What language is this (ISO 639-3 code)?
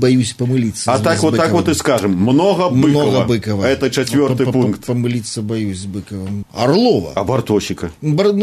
bel